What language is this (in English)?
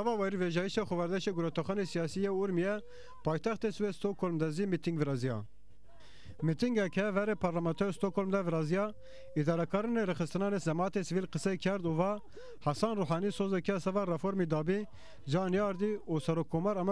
Zaza